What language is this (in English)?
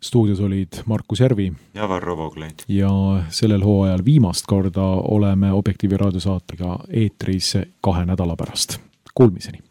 Estonian